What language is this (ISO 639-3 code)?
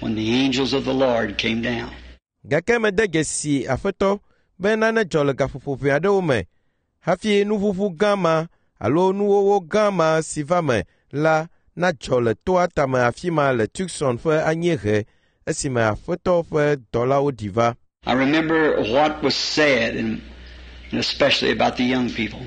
ewe